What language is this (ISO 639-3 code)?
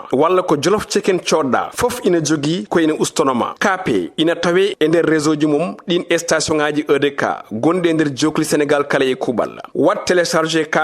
ful